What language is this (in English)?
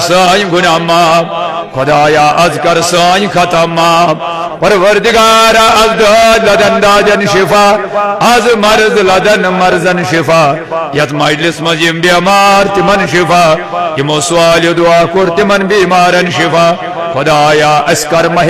Kashmiri